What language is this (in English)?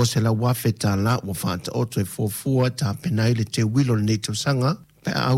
Samoan